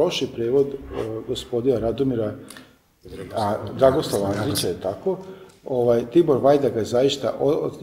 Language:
Serbian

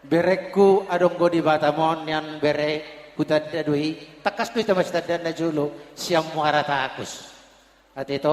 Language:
Batak Toba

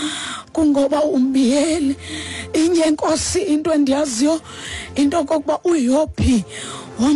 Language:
Xhosa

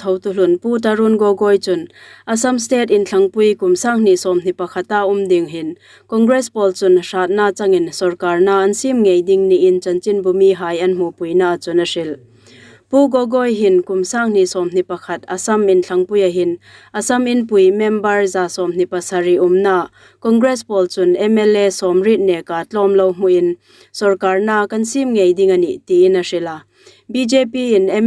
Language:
Hmar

